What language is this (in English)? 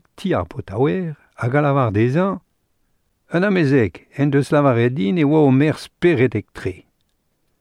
Breton